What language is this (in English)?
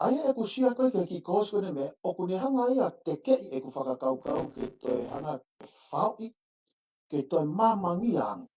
Tongan